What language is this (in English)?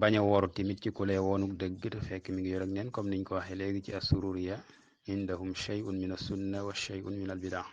Wolof